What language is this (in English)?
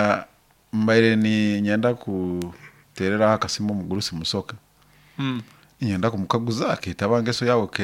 Nyoro